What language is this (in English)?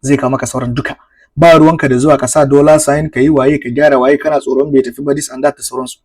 Hausa